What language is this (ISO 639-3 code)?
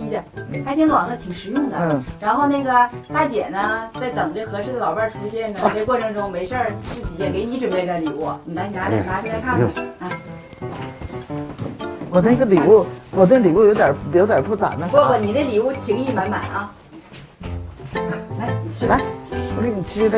zho